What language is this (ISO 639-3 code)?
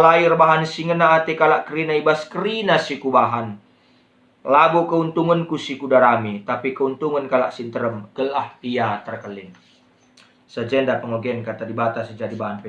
btx